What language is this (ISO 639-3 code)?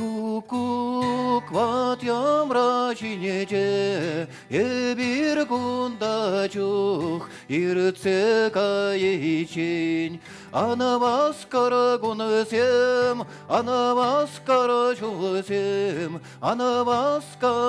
chv